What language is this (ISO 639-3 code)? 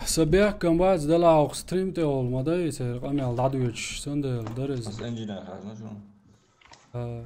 che